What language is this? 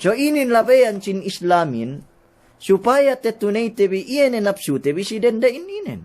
Yakan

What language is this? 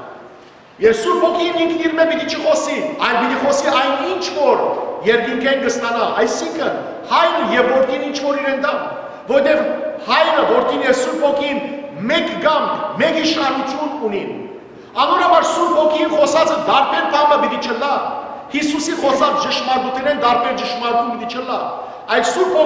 Western Armenian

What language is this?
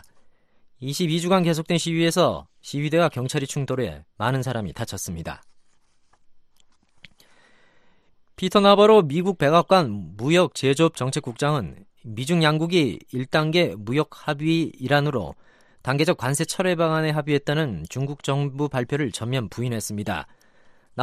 Korean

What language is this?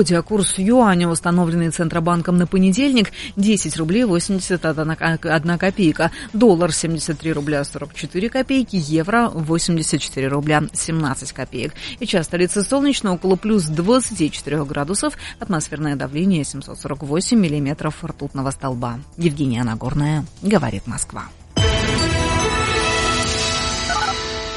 Russian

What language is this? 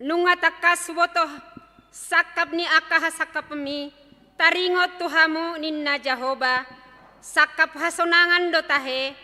Batak Toba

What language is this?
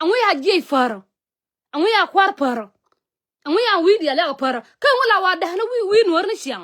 Nuer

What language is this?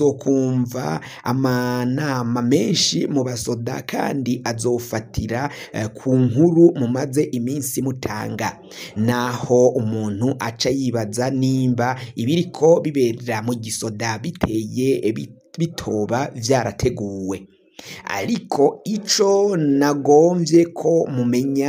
Rundi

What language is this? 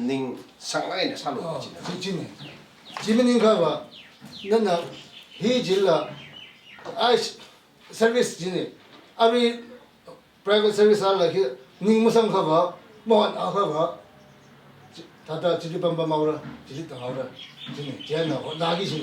Tangkhul Naga (India)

